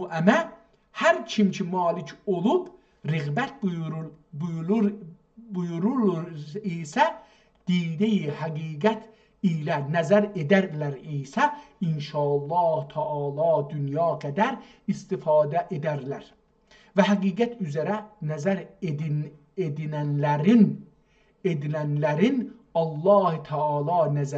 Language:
South Azerbaijani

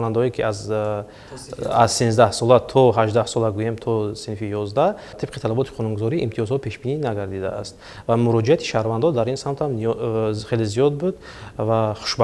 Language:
Tajik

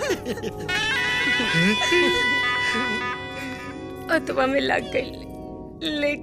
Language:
Bhojpuri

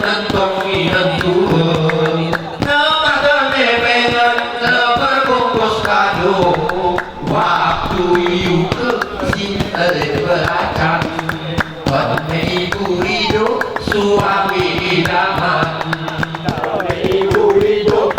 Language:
Gayo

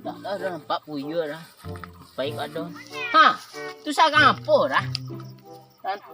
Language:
Minangkabau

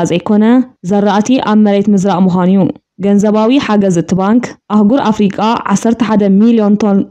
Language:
Tigrinya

